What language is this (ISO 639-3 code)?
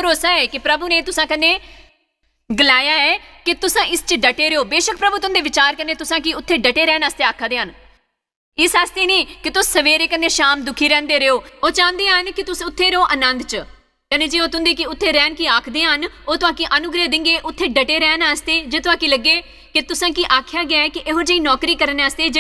doi